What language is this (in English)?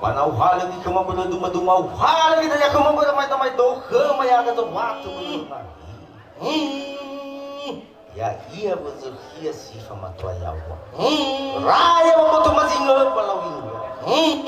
Nias